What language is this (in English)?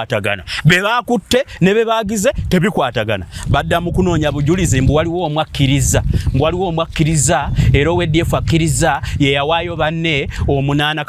Ganda